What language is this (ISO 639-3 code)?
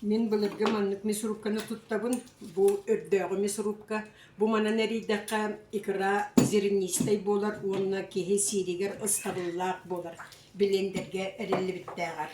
sah